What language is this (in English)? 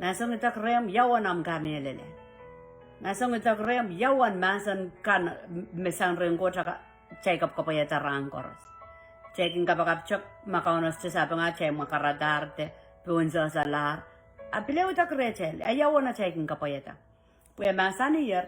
Pohnpeian